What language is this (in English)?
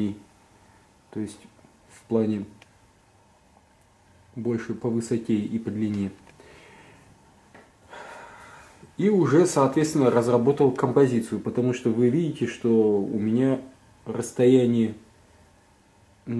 Russian